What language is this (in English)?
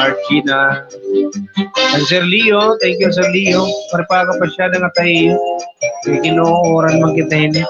Waray